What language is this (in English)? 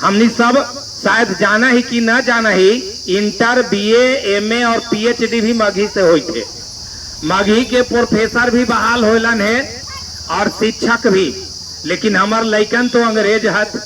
Magahi